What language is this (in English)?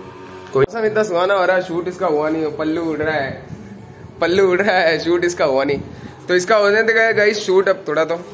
Hindi